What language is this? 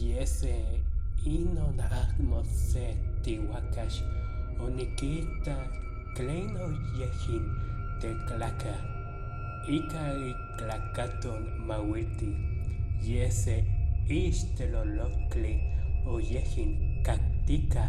Nahuatl languages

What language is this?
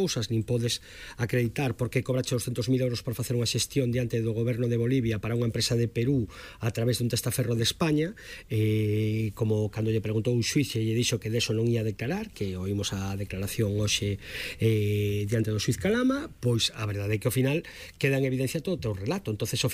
Galician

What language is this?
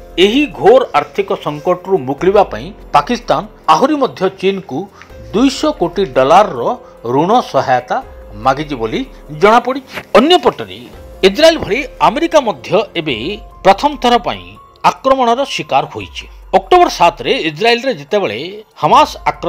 Odia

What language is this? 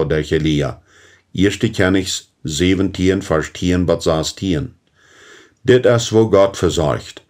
Plautdietsch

